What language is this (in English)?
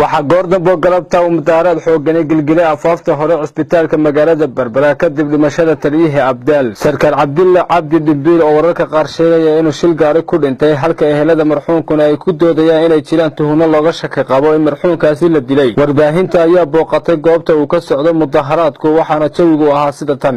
Somali